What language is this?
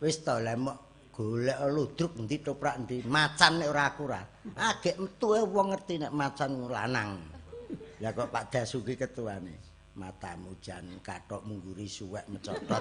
Javanese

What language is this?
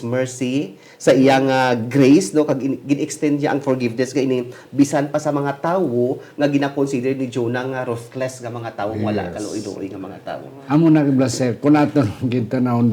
Hiligaynon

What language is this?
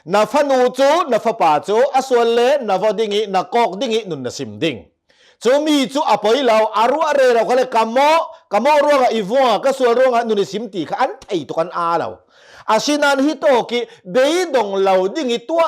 Hakha Chin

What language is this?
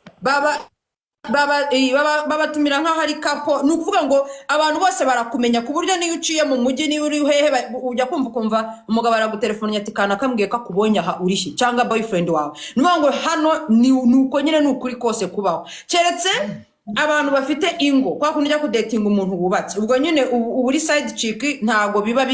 Kinyarwanda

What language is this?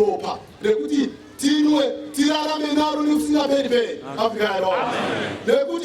Shona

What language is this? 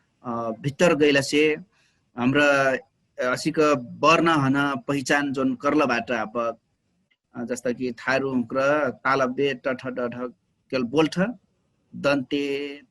Dangaura Tharu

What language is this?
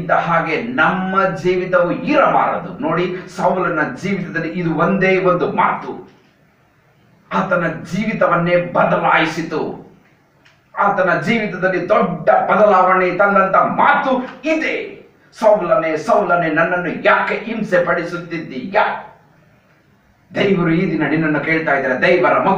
Kannada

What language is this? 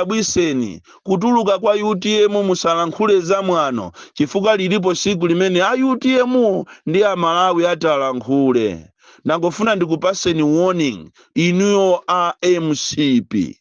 Nyanja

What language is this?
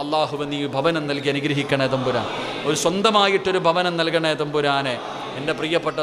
Malayalam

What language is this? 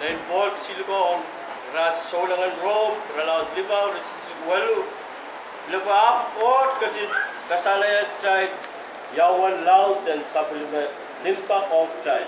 Pohnpeian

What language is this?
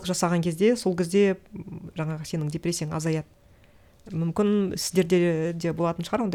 Kazakh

